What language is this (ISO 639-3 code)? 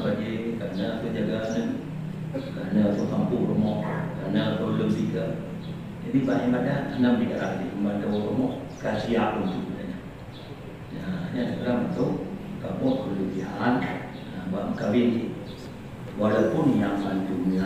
ace